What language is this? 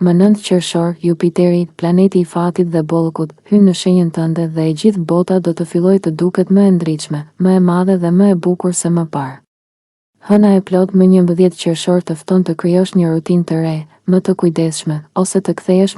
Albanian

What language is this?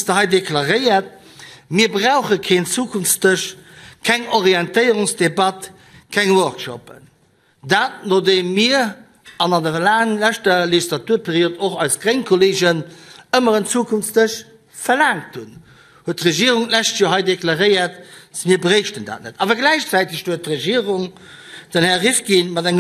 Luxembourgish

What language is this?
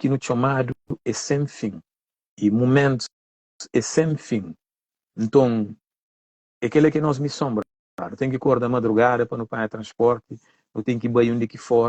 Kabuverdianu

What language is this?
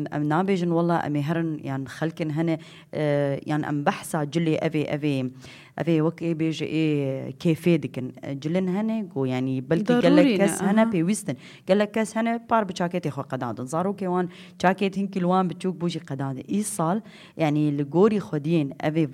Kurdish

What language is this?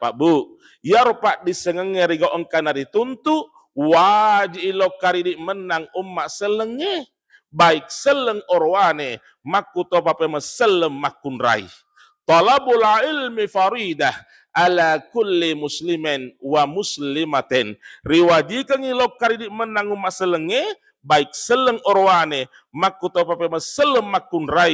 Buginese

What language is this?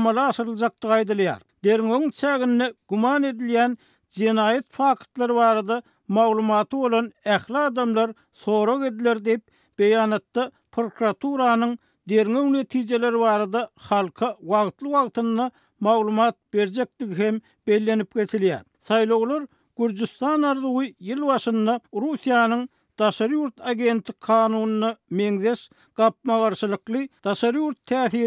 Turkmen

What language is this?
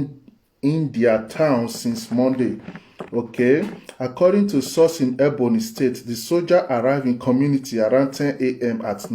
Nigerian Pidgin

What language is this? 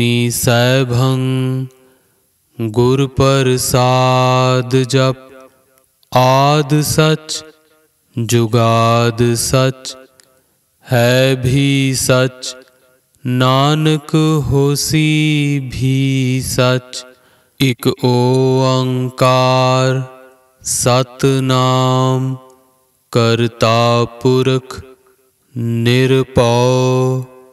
Punjabi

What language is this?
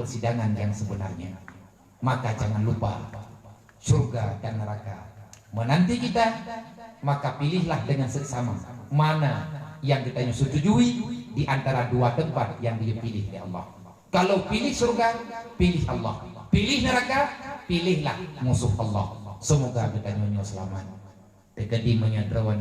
Achinese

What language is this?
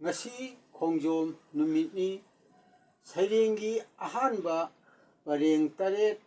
Manipuri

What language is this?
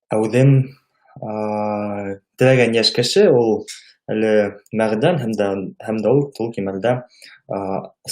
Bashkir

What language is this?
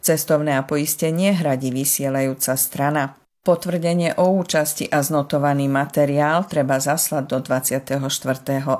Slovak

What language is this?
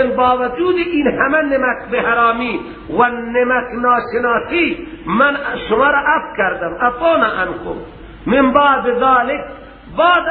Persian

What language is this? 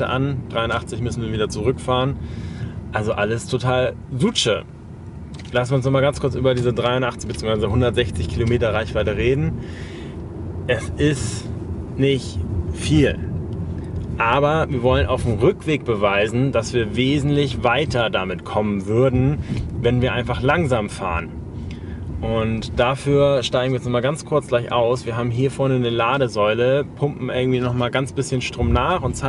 German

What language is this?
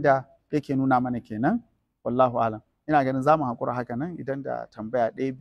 Hausa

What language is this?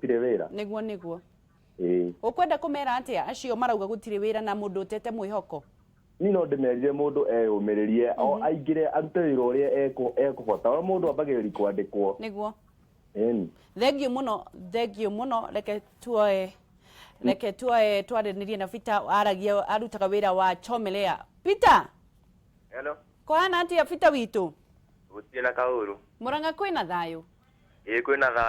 Kikuyu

